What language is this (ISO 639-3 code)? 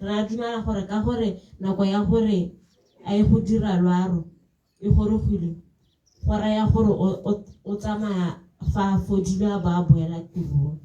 tsn